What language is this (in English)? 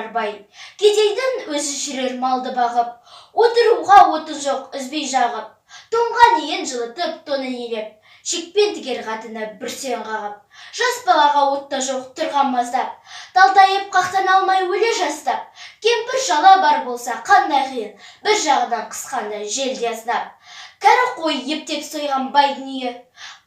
Kazakh